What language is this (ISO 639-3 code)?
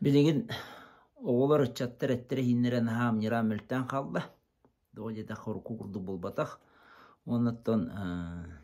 sah